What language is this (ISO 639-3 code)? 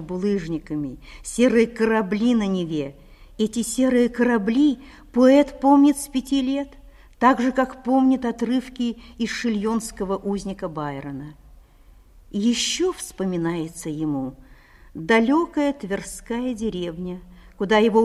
rus